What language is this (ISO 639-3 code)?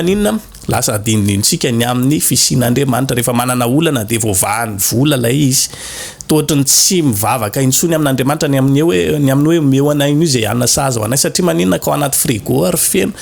mlg